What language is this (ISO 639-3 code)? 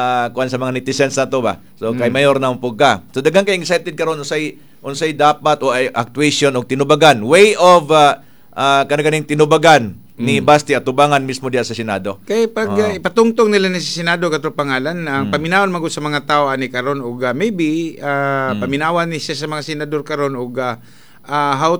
ceb